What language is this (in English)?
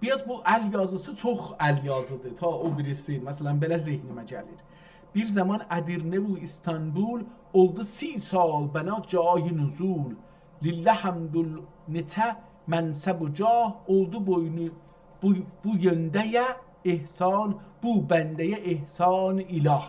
South Azerbaijani